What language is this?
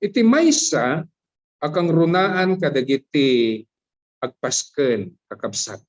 Iloko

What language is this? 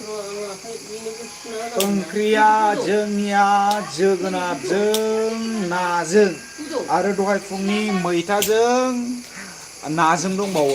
Bodo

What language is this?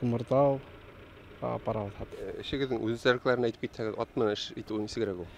Bashkir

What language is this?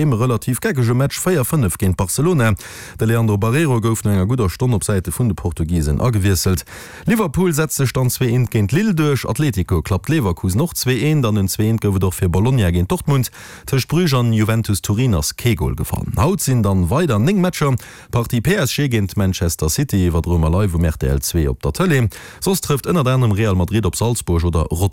Luxembourgish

